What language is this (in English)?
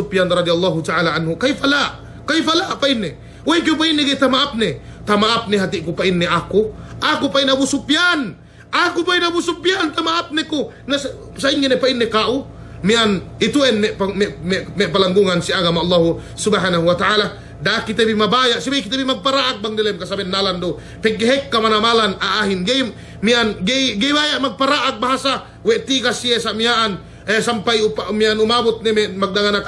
Yakan